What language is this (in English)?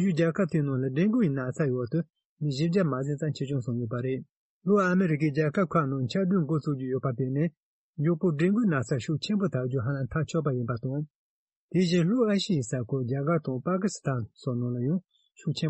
Tibetan